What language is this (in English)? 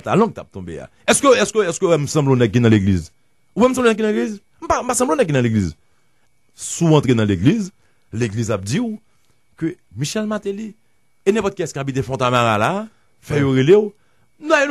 Haitian Creole